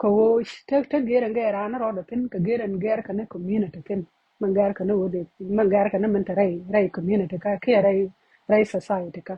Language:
Nuer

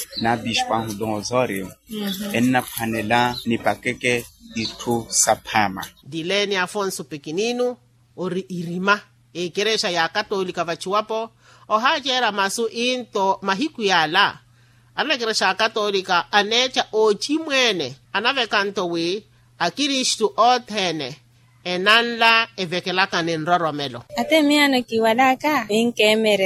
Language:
Makhuwa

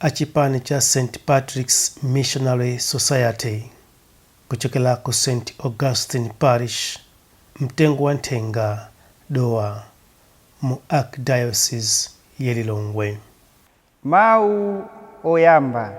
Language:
Nyanja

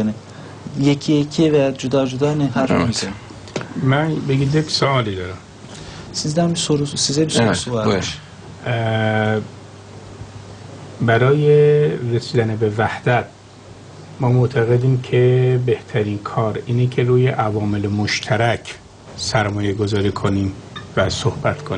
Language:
Turkish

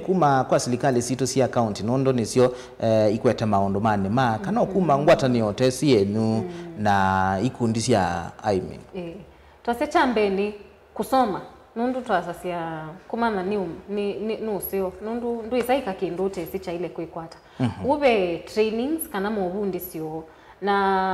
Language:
Kamba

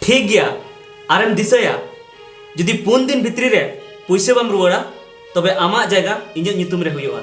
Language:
Santali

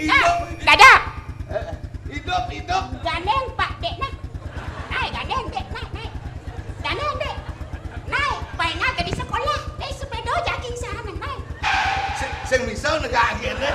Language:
Balinese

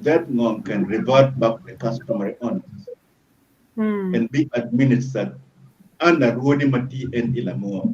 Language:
Acoli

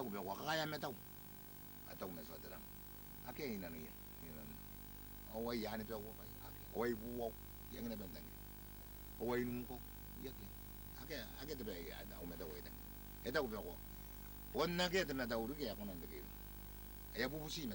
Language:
Gilbertese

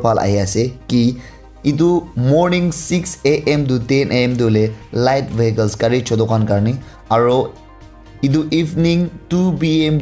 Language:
Naga Pidgin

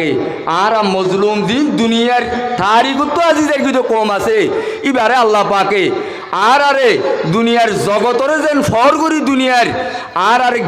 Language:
Rohingya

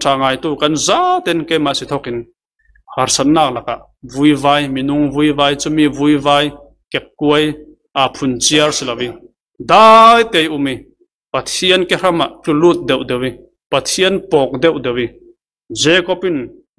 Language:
Falam Chin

